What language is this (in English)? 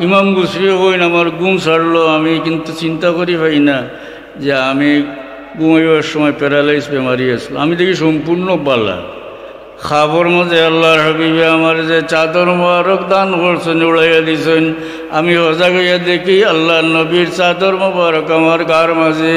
Sylheti